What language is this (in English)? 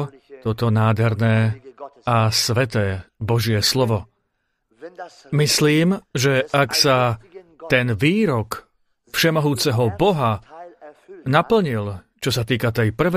Slovak